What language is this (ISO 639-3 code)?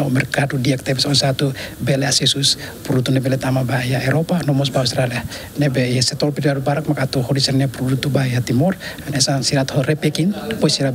tet